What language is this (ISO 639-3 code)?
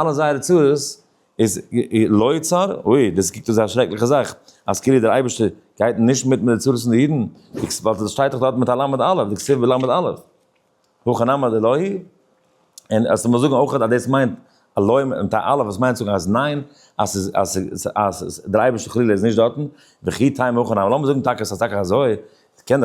yid